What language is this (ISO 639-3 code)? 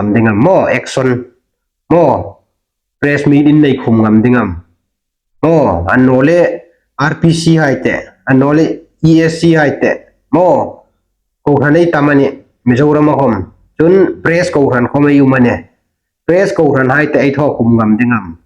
hmr